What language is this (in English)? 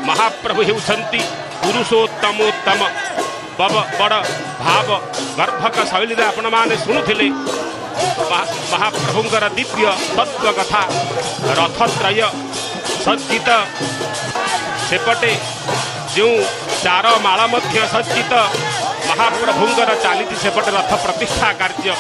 Odia